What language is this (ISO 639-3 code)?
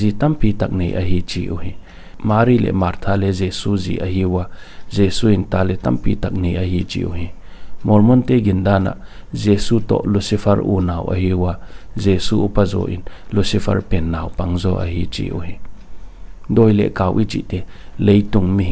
pck